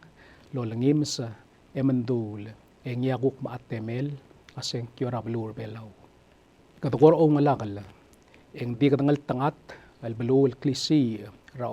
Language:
Palauan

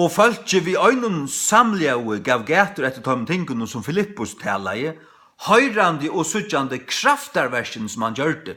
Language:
Faroese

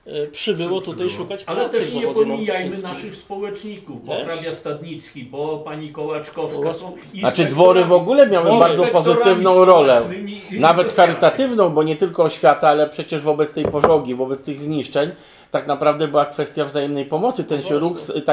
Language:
Polish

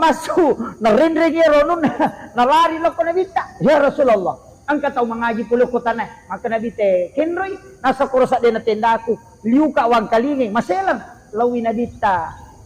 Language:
Buginese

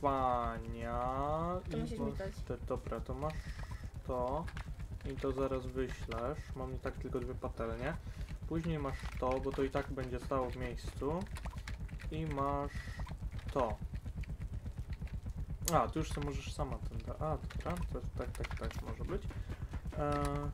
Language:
Polish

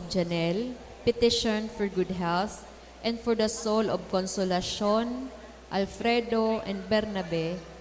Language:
Bikol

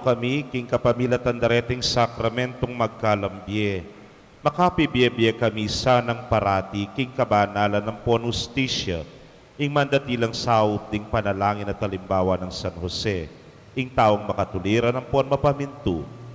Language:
Pampanga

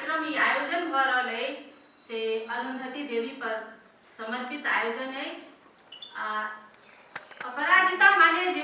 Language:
Maithili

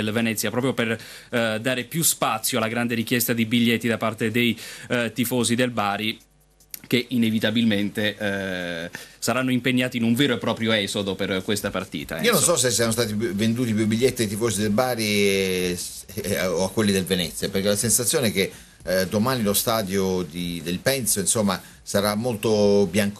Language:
Italian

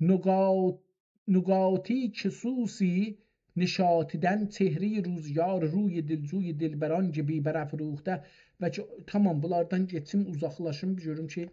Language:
South Azerbaijani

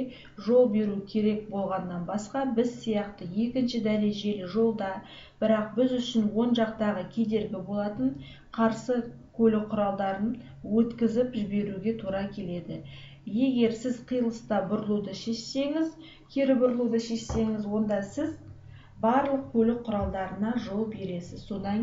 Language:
Kazakh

